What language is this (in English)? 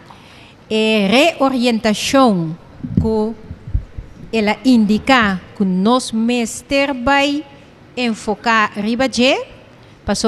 Papiamento